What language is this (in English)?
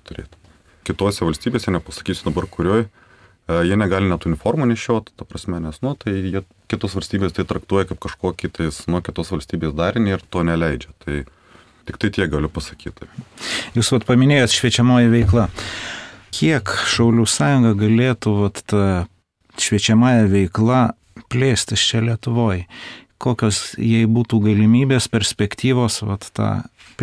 Lithuanian